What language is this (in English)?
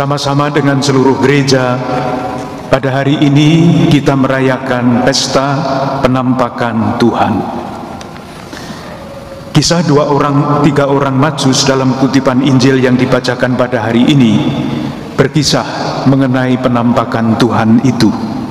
Indonesian